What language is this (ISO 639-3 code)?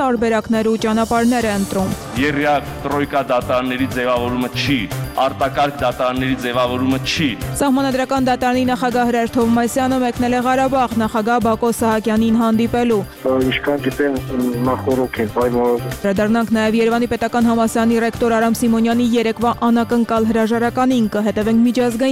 hye